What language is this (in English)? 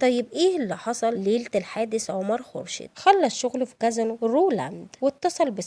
Egyptian Arabic